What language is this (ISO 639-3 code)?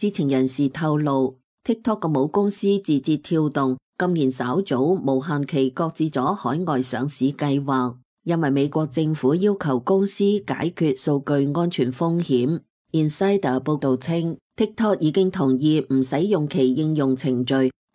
yue